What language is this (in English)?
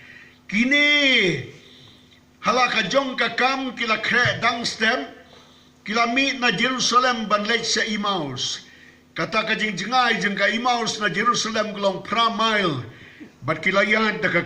Khasi